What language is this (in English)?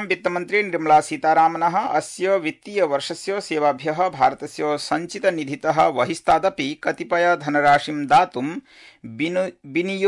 Sanskrit